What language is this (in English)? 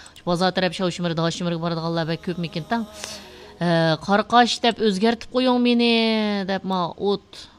Uyghur